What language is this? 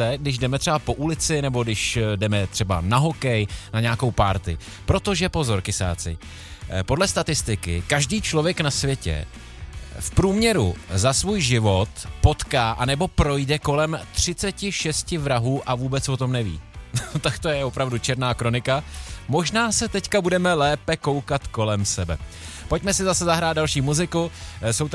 Czech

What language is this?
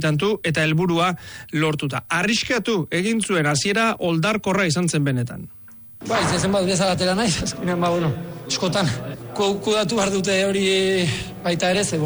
Basque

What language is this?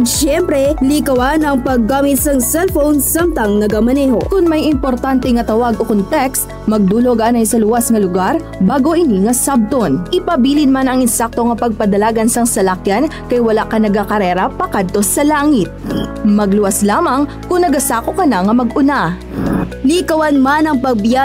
Hiligaynon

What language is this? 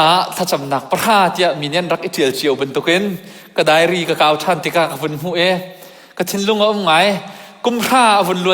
Hakha Chin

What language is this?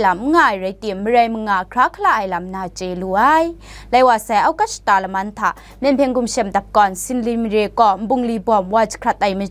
Kachin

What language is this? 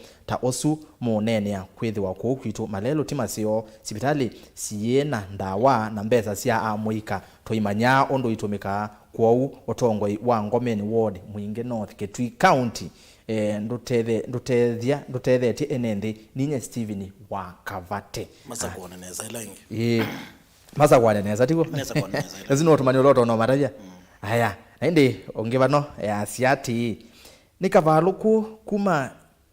Kamba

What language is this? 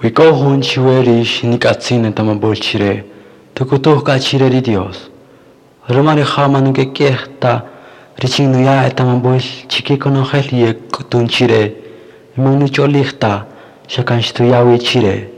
Kaqchikel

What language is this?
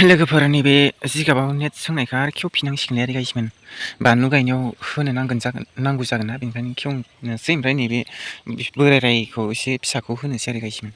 Bodo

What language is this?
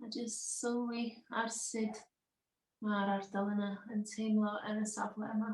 Welsh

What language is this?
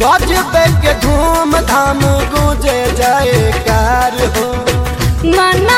Bhojpuri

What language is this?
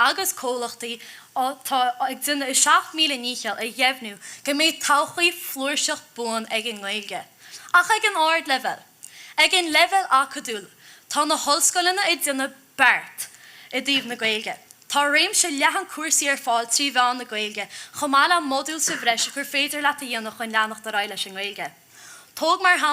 Irish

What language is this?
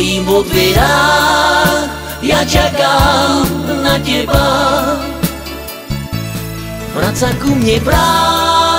Slovak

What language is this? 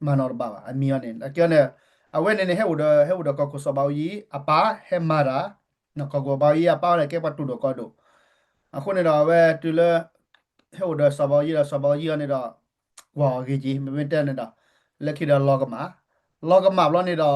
S'gaw Karen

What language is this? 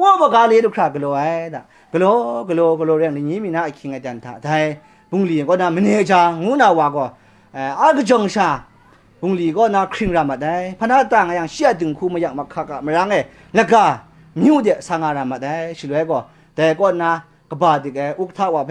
Kachin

